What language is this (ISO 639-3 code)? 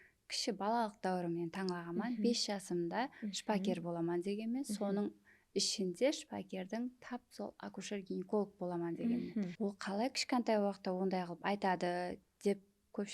kaa